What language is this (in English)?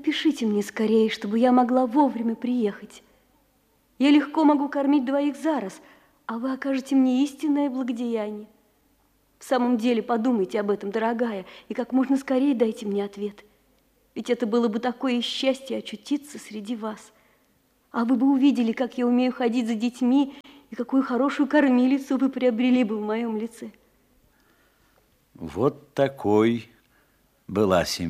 Russian